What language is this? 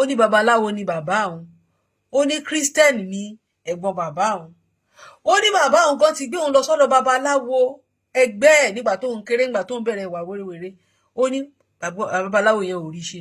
Yoruba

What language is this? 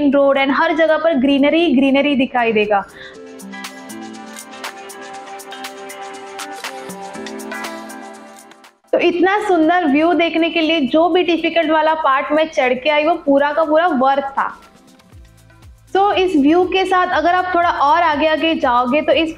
Hindi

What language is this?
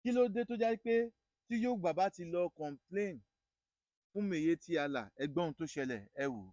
Yoruba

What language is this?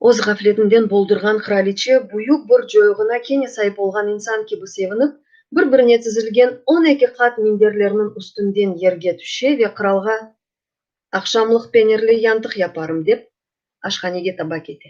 Crimean Tatar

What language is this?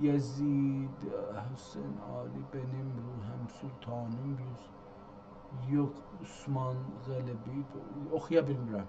South Azerbaijani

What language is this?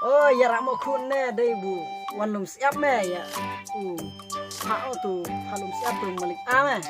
Khasi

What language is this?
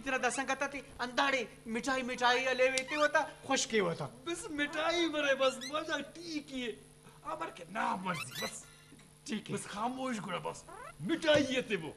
Brahui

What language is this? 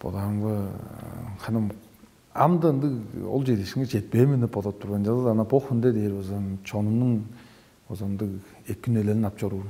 Tuvinian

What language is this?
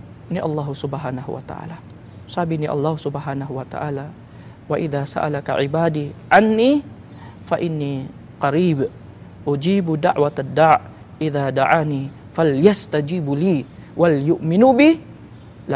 Filipino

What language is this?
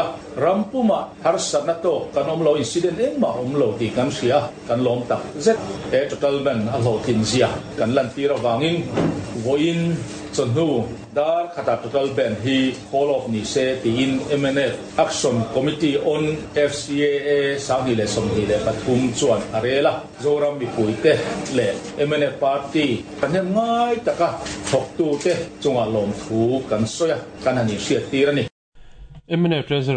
Mizo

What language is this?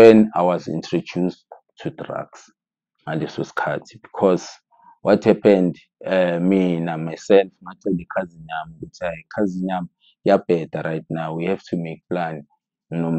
Zulu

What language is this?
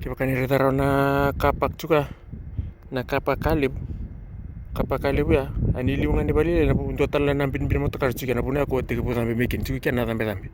Fijian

